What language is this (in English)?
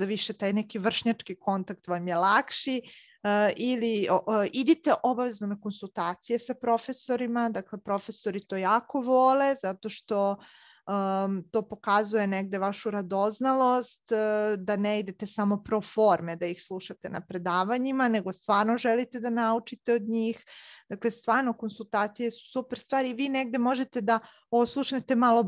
Serbian